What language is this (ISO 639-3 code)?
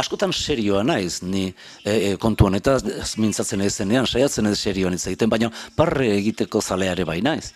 eus